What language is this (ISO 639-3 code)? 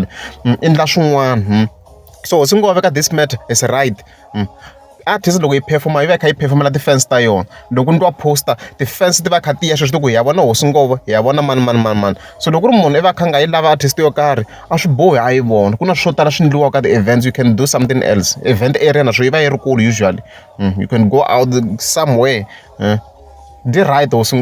tso